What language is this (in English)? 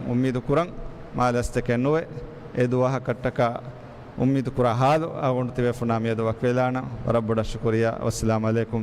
Divehi